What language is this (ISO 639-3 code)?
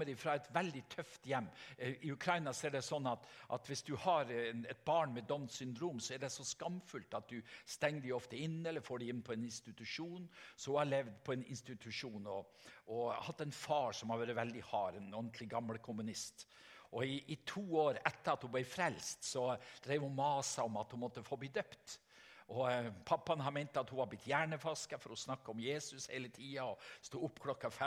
nor